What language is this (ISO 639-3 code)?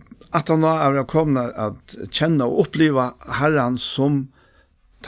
fao